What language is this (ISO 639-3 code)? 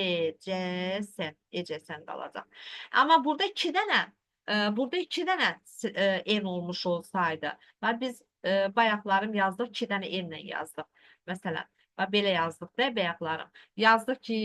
aze